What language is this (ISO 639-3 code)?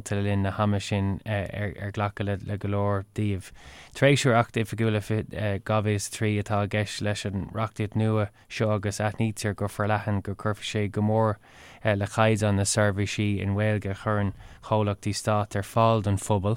gle